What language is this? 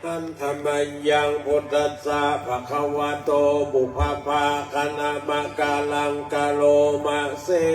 Pali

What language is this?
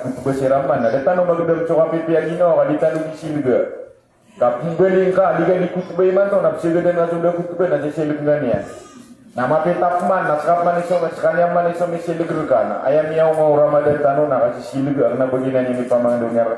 Maranao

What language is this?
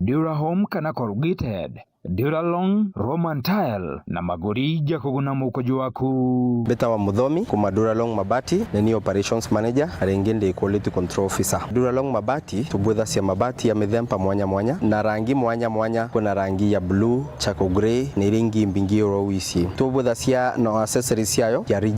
Meru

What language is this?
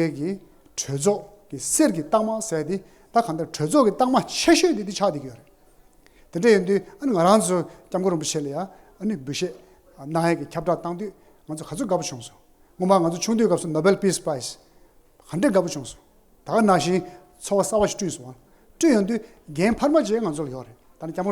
Tibetan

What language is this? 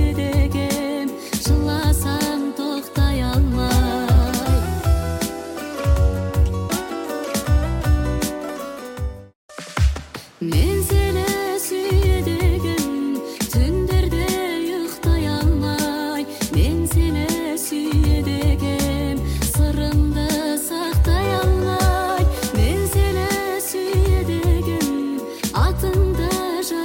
Kazakh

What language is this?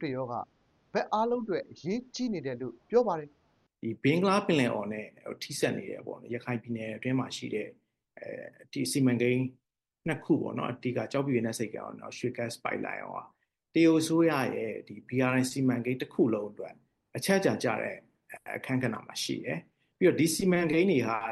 Burmese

